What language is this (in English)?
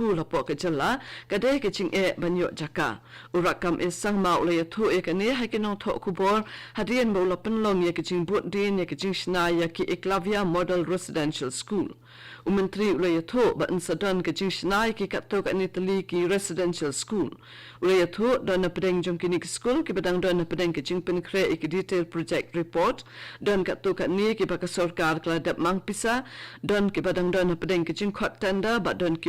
Khasi